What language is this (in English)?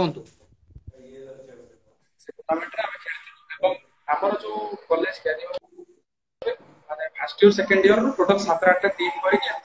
Odia